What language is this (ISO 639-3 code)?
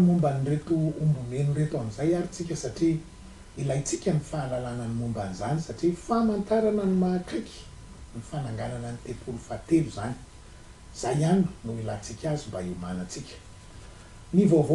mlg